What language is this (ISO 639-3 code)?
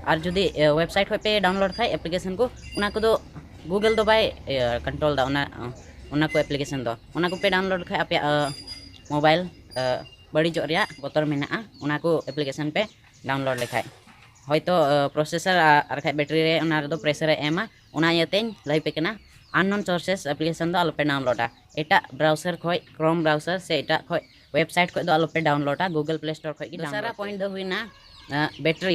sat